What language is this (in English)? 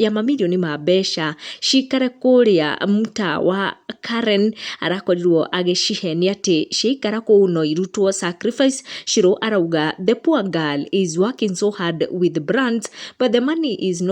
Kikuyu